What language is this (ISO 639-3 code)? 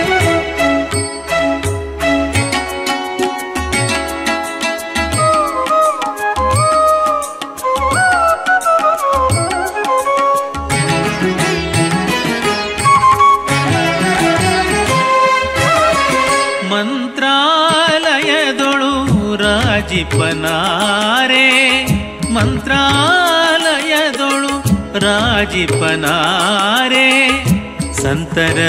kan